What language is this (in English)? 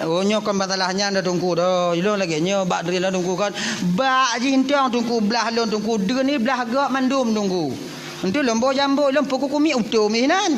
Achinese